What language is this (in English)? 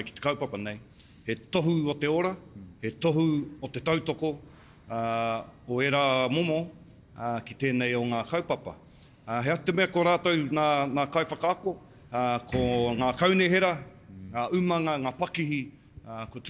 Māori